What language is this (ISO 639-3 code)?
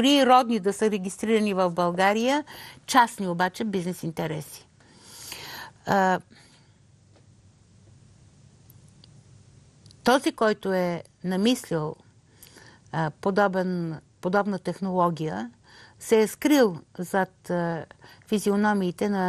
bul